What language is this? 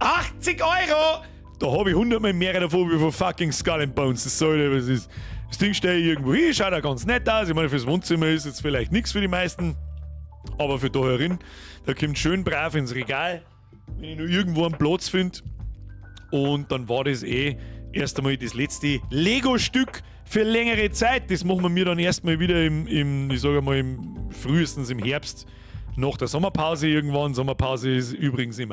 Bavarian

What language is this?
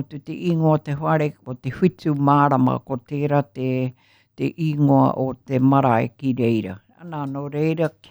Māori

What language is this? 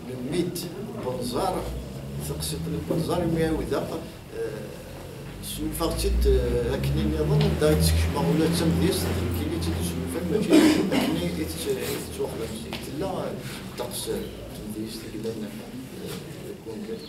Kabyle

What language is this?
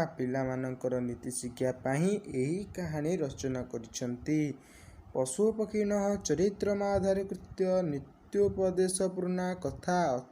Odia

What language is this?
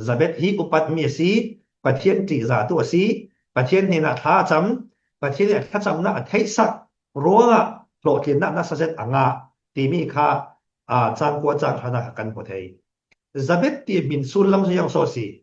Falam Chin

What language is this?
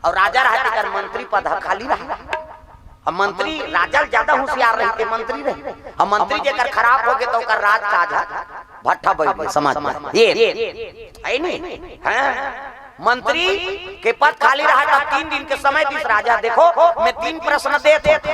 Chhattisgarhi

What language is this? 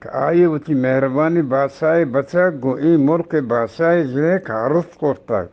Eastern Balochi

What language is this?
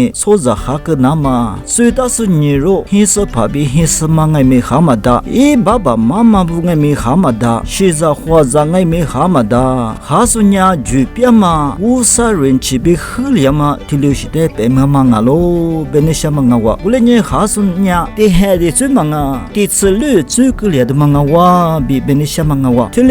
Lisu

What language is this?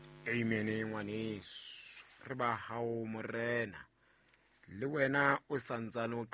Southern Sotho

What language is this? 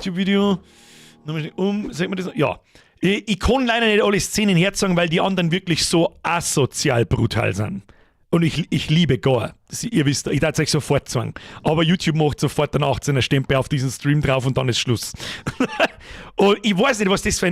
Bavarian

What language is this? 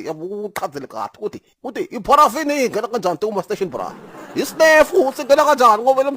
Zulu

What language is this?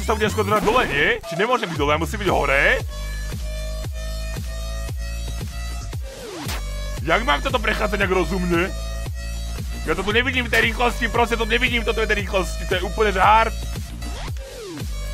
Slovak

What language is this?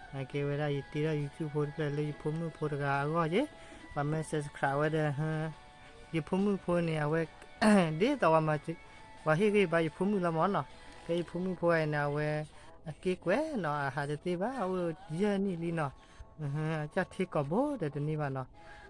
S'gaw Karen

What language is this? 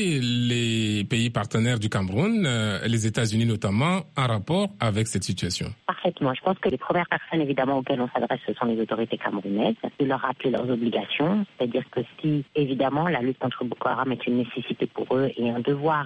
French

